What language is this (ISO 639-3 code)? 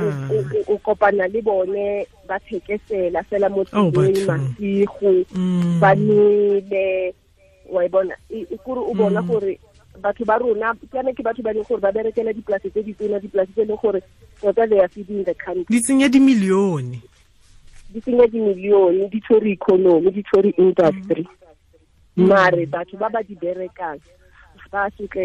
tsn